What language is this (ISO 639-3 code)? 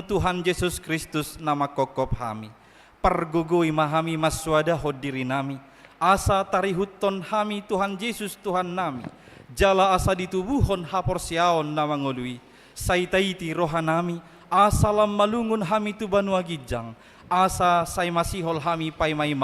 bbc